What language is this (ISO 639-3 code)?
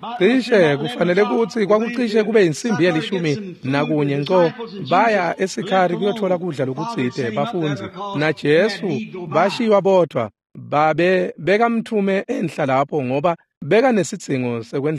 ssw